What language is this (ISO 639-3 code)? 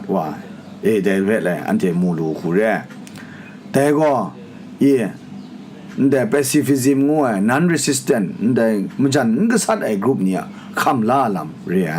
kac